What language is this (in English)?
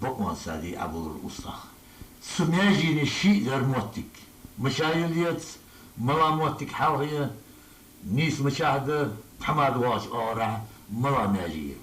Ingush